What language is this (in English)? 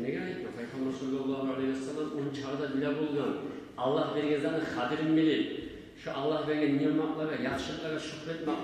Kumyk